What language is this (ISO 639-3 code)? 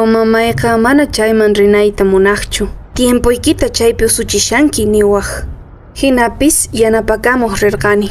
que